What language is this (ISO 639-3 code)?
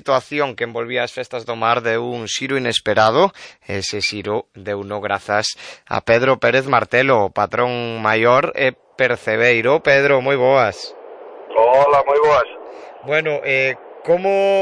glg